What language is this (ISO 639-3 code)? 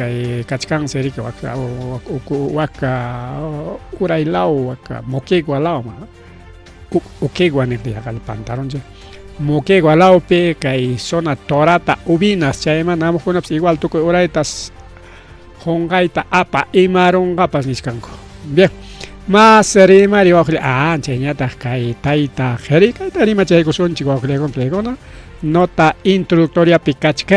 quy